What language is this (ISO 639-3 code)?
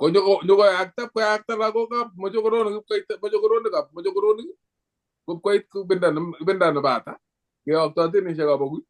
kln